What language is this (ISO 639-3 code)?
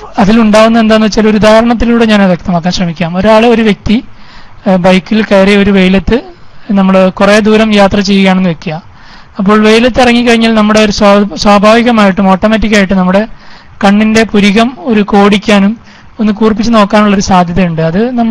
mal